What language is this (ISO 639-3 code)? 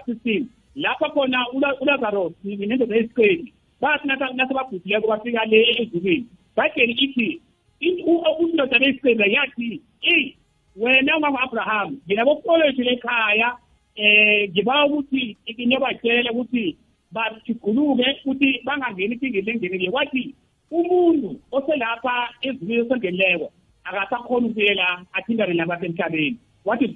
nbl